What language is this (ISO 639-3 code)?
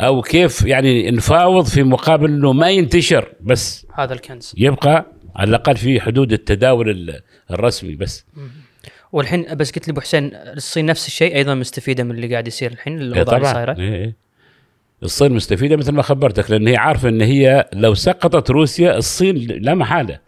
afb